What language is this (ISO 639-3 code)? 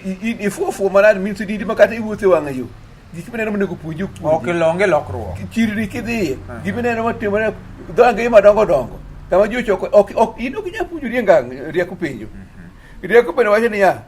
luo